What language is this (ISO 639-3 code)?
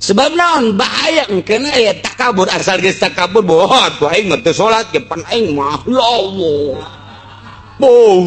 sun